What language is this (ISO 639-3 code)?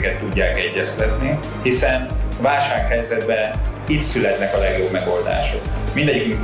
hun